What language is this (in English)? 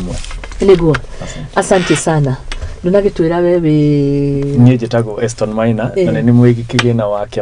Kikuyu